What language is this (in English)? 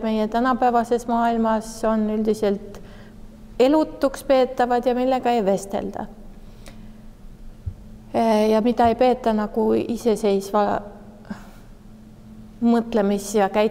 Estonian